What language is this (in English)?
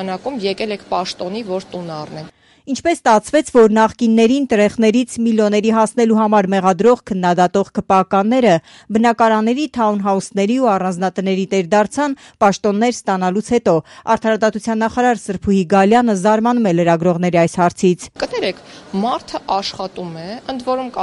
Armenian